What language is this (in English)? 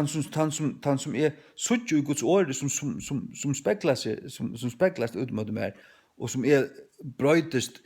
Faroese